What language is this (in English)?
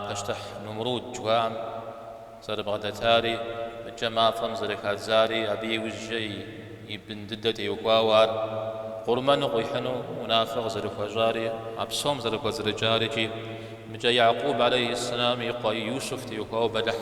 Kabardian